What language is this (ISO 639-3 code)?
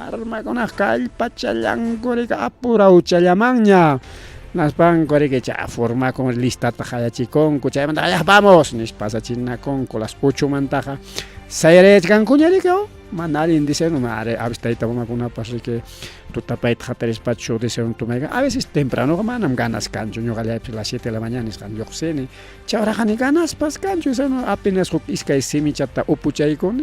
quy